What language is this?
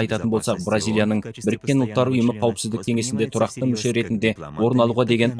Kazakh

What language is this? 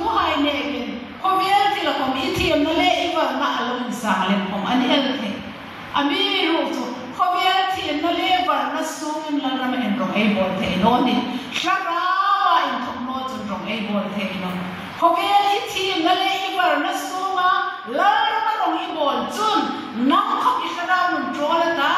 Hmar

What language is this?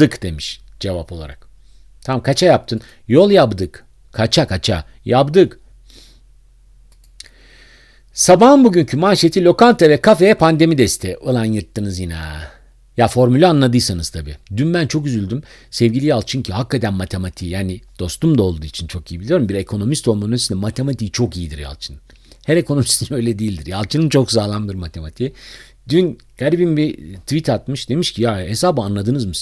Turkish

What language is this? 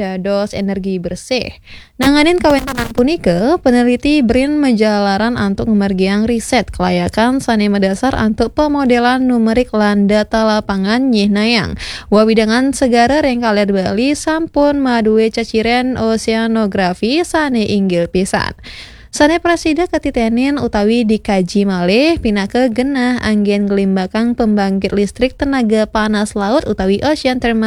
Balinese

